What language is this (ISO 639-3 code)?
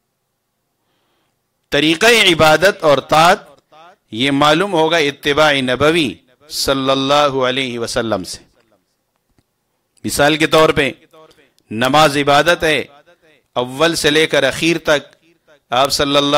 urd